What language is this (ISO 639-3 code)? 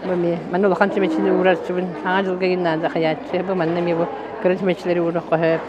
sah